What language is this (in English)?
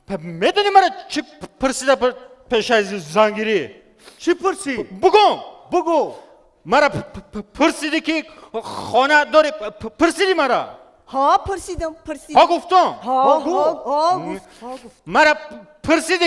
Tajik